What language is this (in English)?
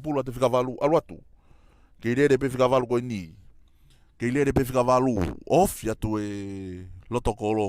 Tongan